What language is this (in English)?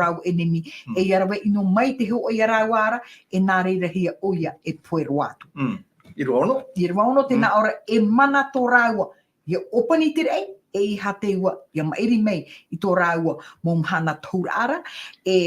Tahitian